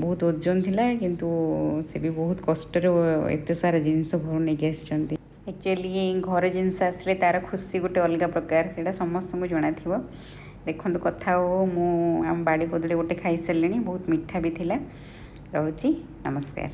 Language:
Odia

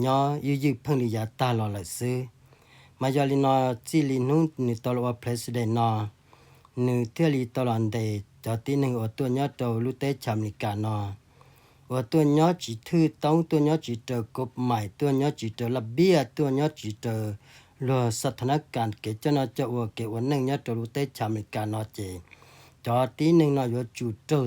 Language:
Hmong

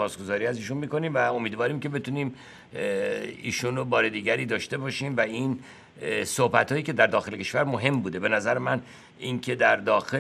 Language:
Persian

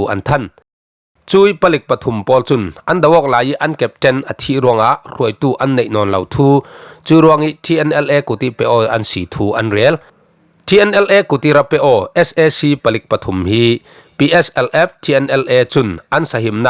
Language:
Falam Chin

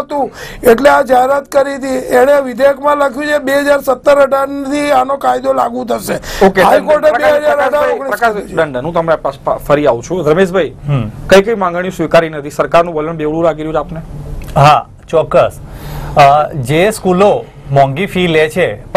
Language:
Gujarati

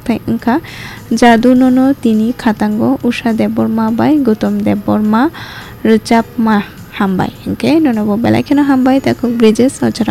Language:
Kok Borok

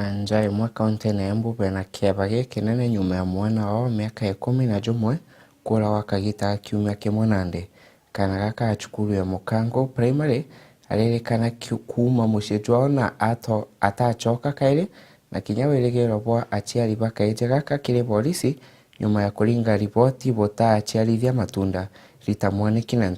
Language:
Meru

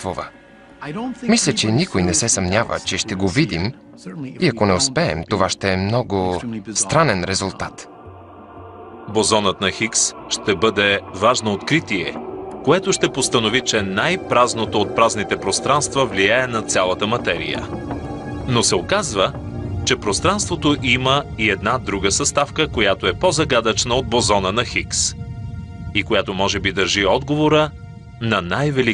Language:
Bulgarian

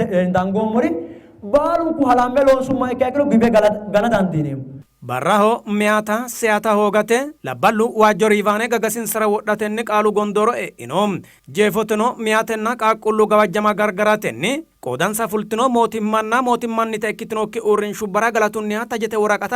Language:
Sidamo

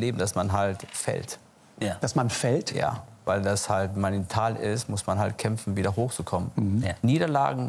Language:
German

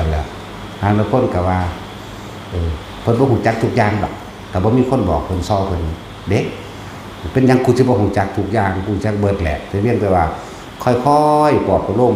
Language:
Northeastern Thai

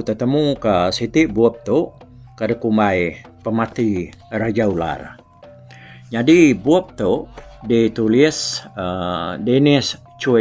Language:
Iban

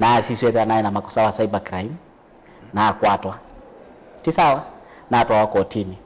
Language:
Kamba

